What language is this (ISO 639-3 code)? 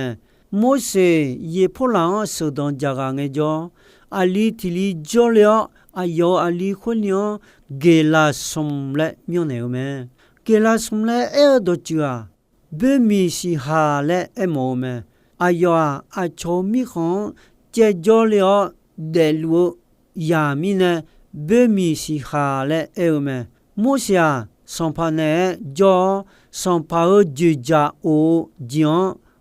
ahk